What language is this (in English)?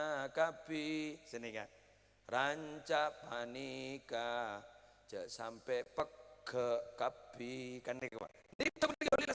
Madurese